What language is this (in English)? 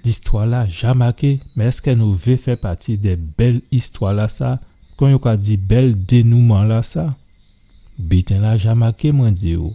Guadeloupean Creole French